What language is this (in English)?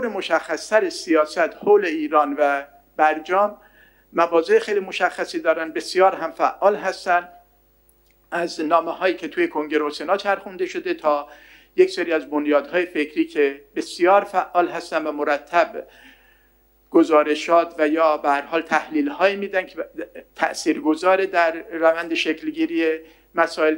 Persian